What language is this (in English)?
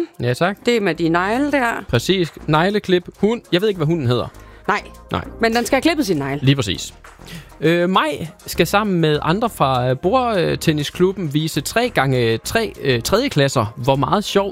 Danish